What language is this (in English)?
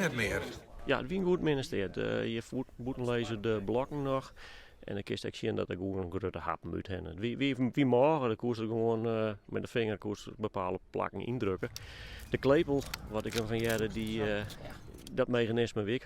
Western Frisian